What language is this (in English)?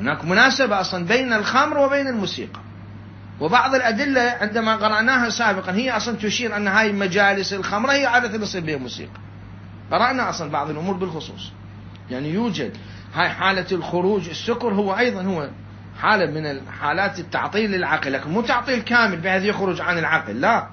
Mesopotamian Arabic